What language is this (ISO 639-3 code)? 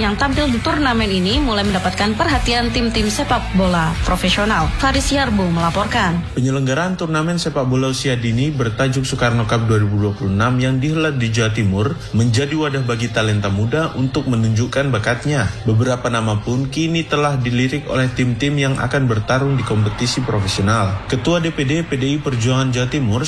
ind